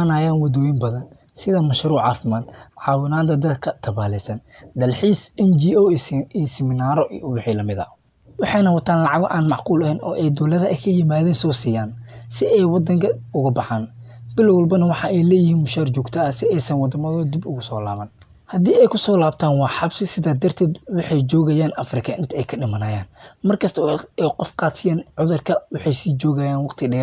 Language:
Somali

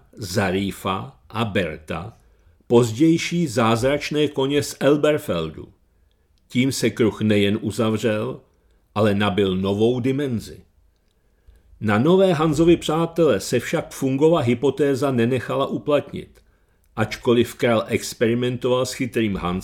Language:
Czech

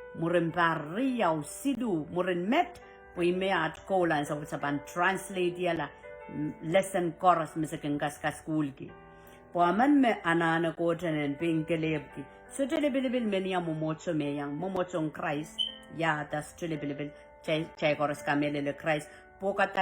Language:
Pohnpeian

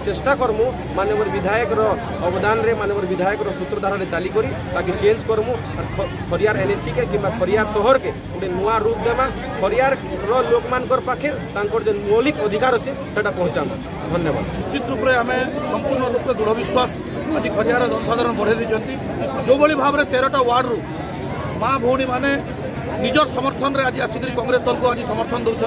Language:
Odia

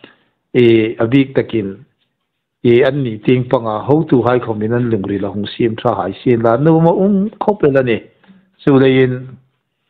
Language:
Hmar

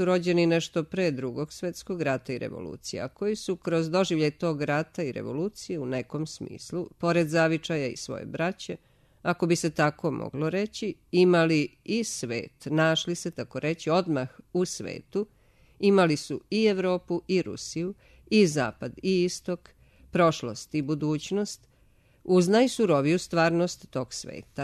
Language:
Serbian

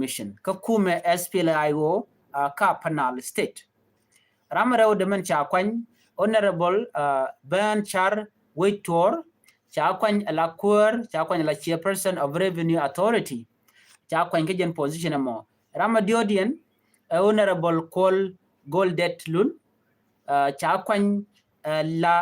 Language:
Nuer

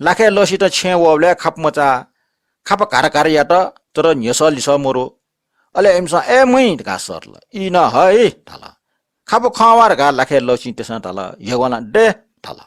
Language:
Newari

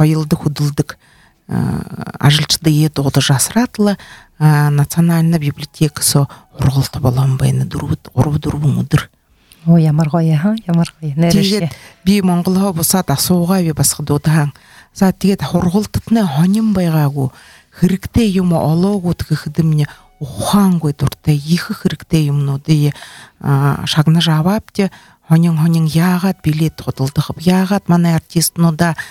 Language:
Buriat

